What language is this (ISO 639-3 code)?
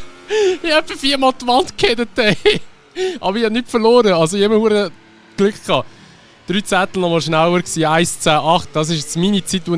gsw